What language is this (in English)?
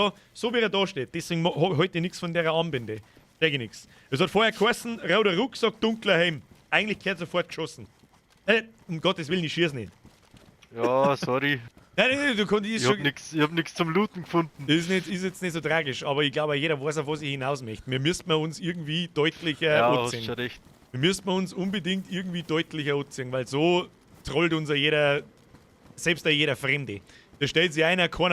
Bavarian